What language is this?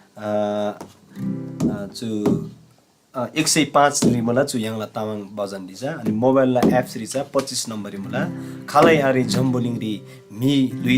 Eastern Tamang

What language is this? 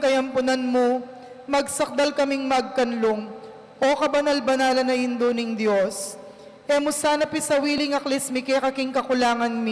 Pampanga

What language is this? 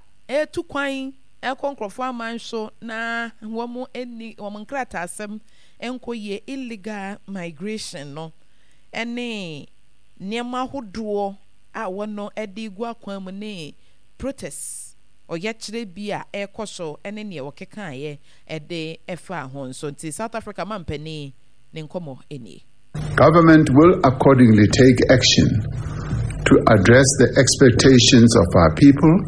Akan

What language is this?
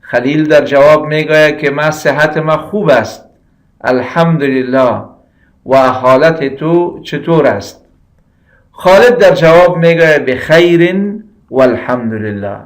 Persian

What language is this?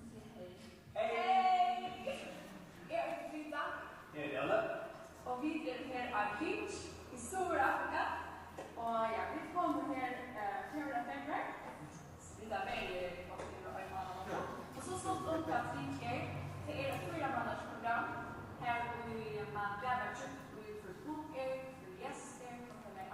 Faroese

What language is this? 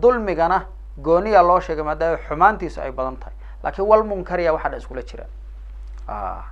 Somali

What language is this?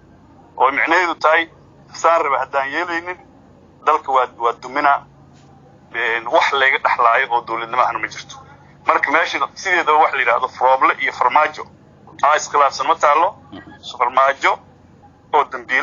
Somali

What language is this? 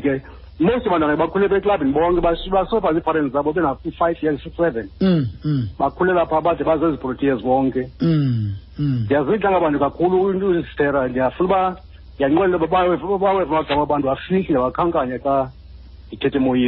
Xhosa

